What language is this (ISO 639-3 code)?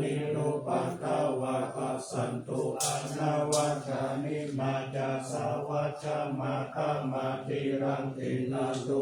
pli